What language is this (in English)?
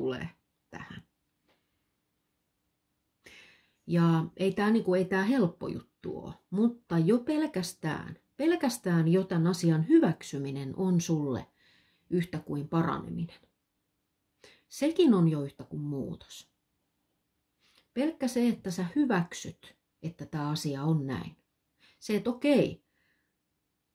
Finnish